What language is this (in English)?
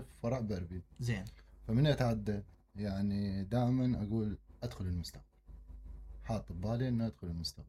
Mesopotamian Arabic